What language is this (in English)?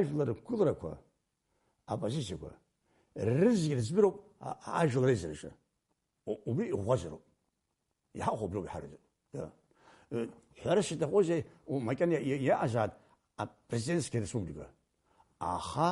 Abkhazian